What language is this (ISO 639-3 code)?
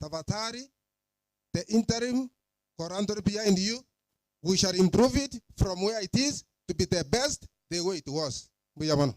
guz